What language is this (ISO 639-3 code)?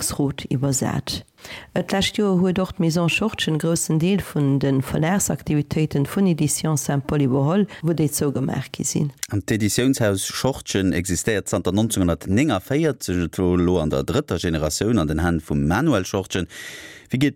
ltz